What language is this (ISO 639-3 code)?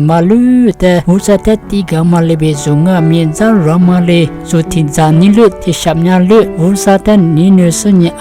lis